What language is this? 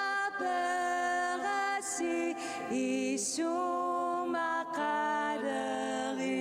Kalaallisut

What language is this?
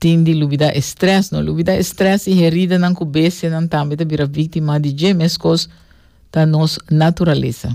Papiamento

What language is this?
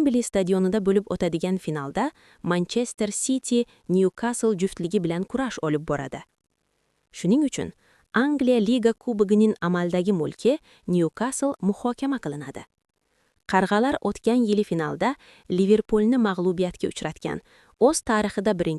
Uzbek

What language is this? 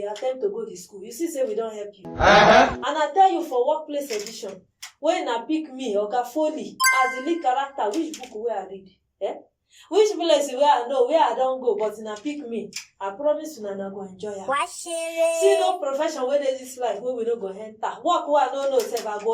Nigerian Pidgin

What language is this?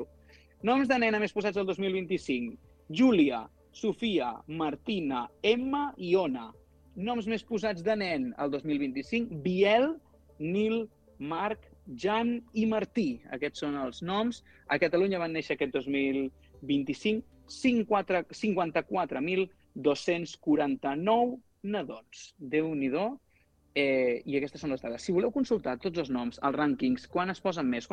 Catalan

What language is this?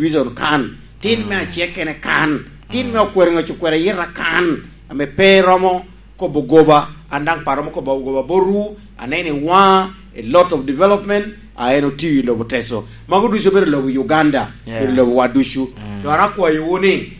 Lango (Uganda)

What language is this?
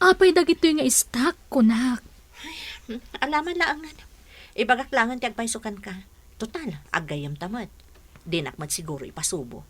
Iloko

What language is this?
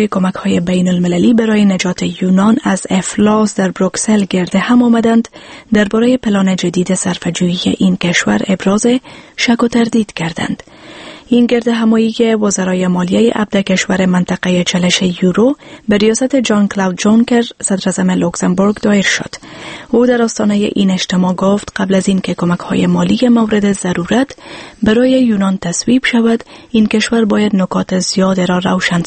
Persian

